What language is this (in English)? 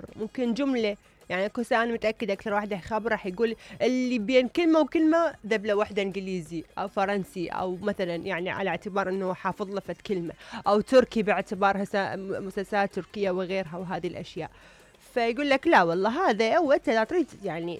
Mesopotamian Arabic